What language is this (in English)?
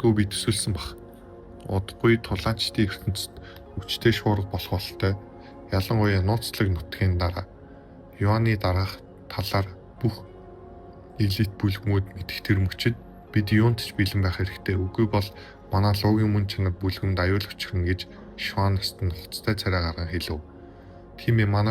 Mongolian